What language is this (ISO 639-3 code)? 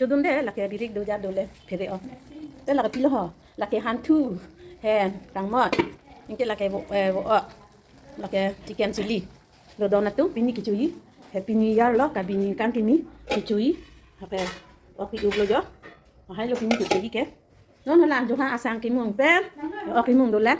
mjw